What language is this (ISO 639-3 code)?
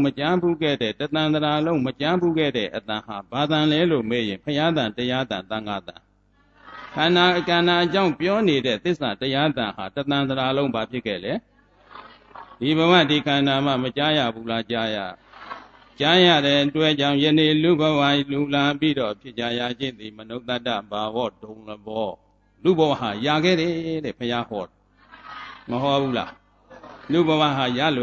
mya